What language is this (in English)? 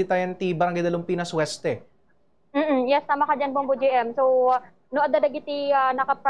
Iloko